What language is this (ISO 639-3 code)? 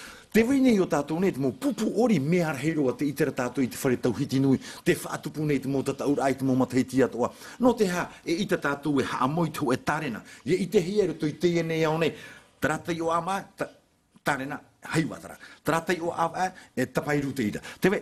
tah